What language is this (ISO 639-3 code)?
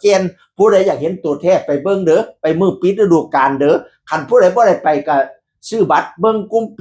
tts